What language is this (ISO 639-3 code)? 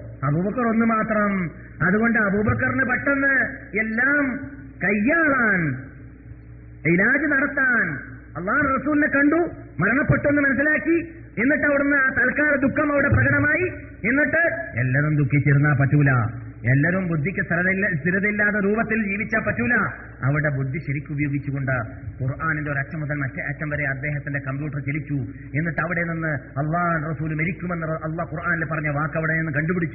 mal